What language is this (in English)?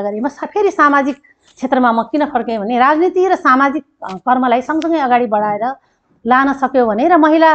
Nepali